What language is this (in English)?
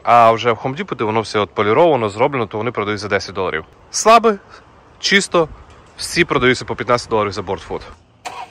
Ukrainian